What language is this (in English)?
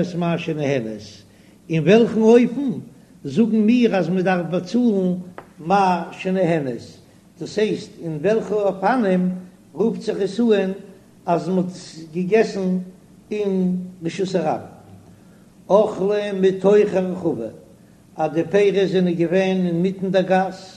Yiddish